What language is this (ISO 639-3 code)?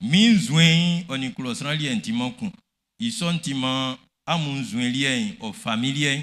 bci